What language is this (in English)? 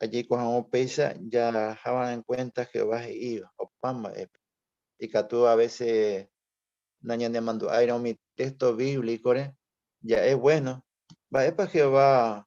Guarani